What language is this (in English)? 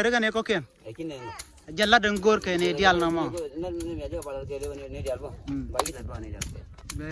Nuer